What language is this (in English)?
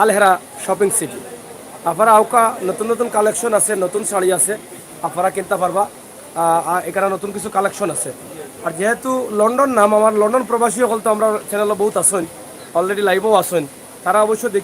Sylheti